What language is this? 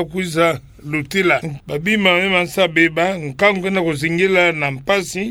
Kituba (Democratic Republic of Congo)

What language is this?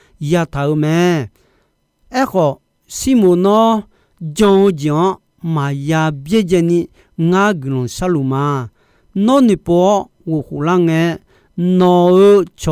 Akha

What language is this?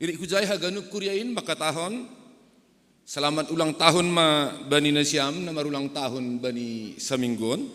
Batak Simalungun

